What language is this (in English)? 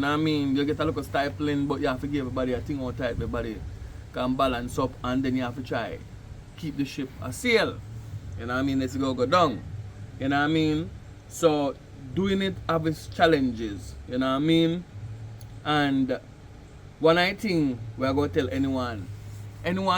Jamaican Creole English